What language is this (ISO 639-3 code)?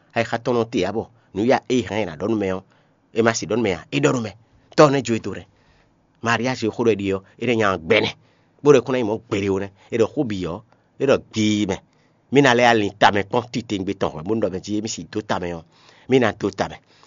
fon